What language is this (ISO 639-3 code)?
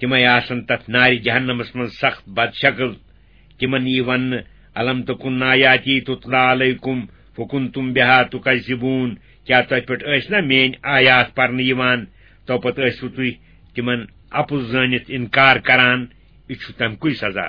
kas